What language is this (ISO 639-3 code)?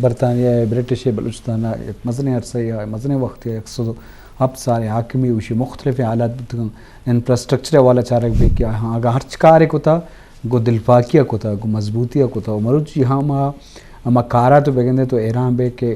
bgp